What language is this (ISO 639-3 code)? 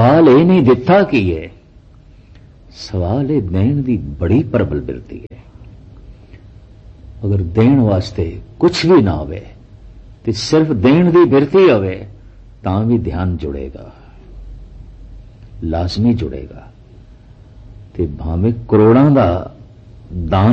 pan